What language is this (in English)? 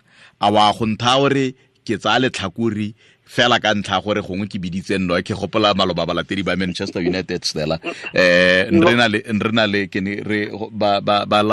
Tswana